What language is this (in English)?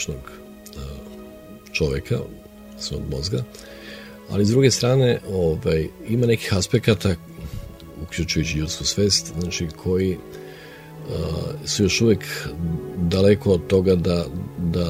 Serbian